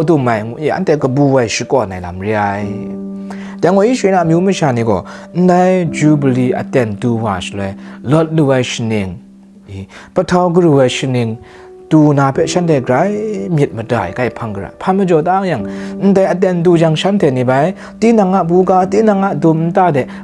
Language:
Kachin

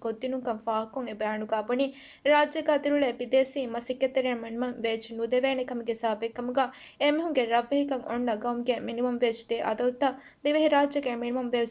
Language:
Divehi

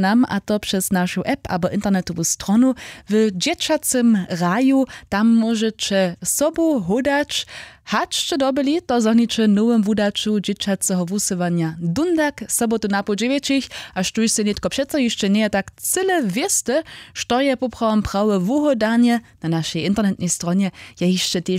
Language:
Upper Sorbian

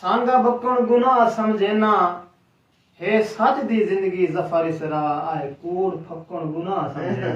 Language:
Saraiki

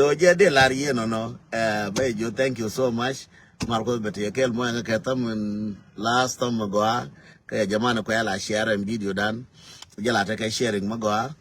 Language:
Nuer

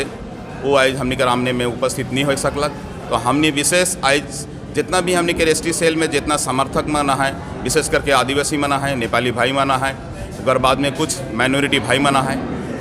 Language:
Sadri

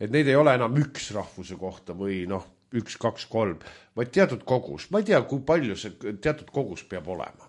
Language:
Estonian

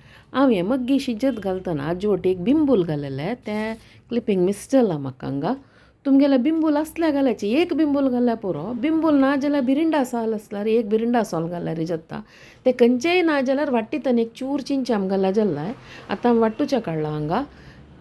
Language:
Konkani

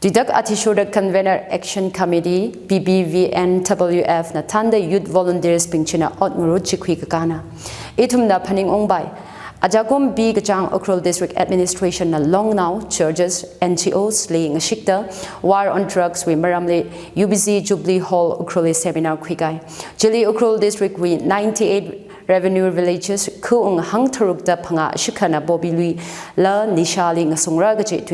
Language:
Tangkhul Naga (India)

